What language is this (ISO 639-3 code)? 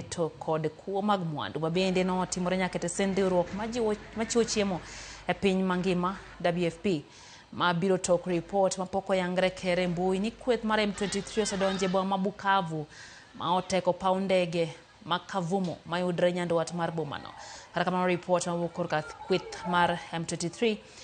luo